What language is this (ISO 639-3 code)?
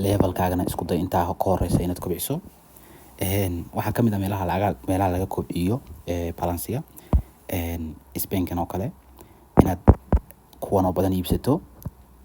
som